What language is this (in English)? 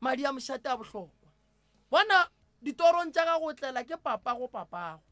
Northern Sotho